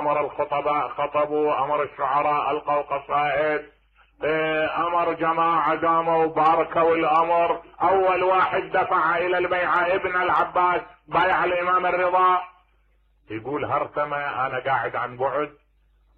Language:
Mesopotamian Arabic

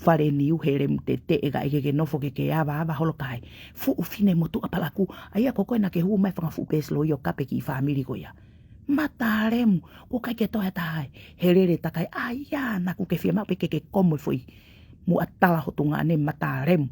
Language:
Tongan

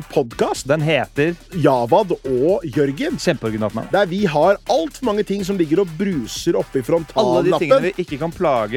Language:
Norwegian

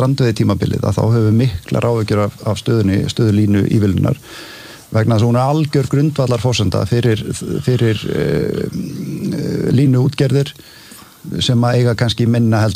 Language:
Icelandic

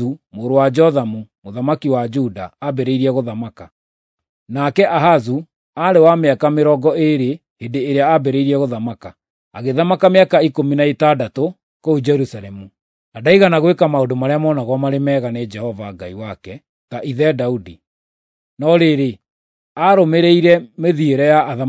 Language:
Kikuyu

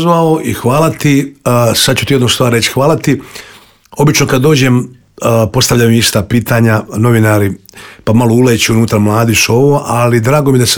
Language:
Croatian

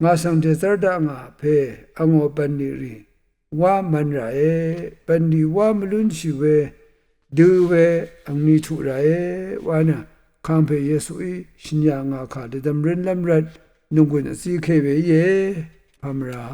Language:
Rawang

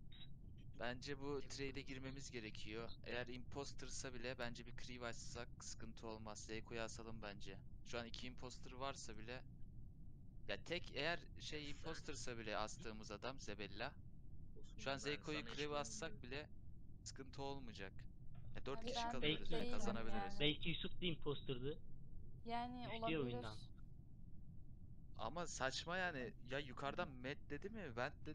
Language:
Turkish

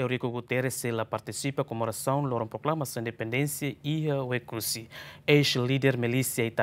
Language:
Tetum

